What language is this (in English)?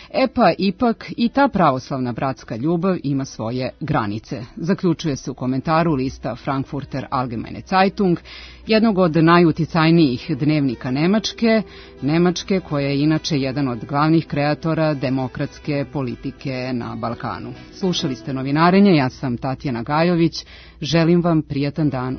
Serbian